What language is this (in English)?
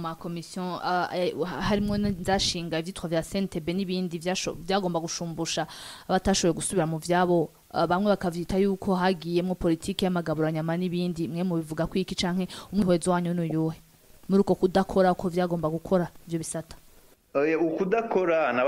Rundi